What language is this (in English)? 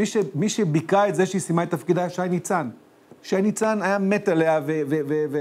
Hebrew